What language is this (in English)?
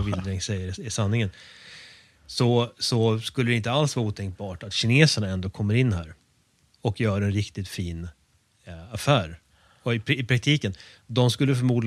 Swedish